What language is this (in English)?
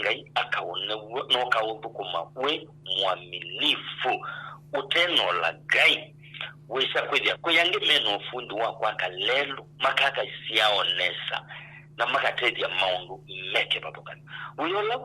Kamba